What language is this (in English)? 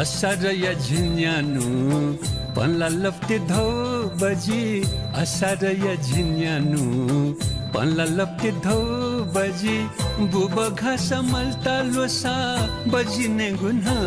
Newari